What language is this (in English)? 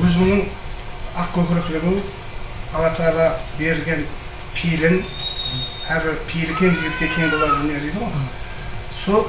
Kara-Kalpak